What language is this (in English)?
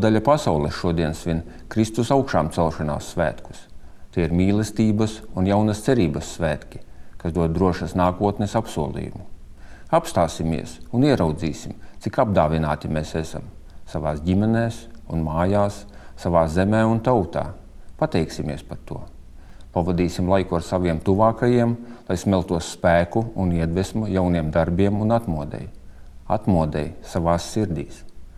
Latvian